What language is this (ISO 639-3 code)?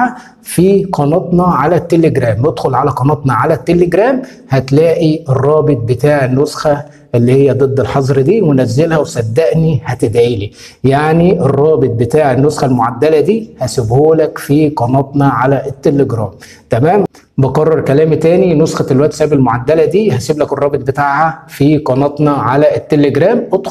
arz